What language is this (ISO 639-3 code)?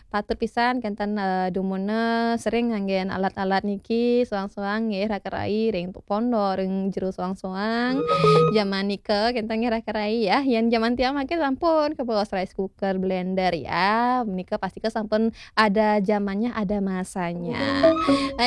ban